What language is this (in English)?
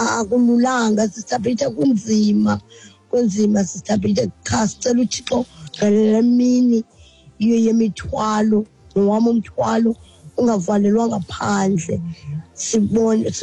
Xhosa